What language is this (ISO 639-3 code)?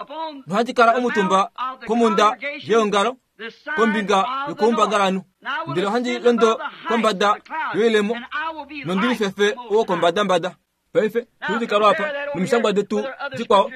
kua